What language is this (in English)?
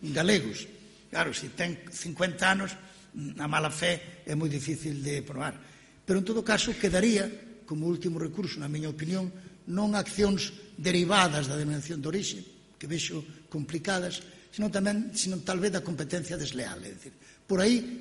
Galician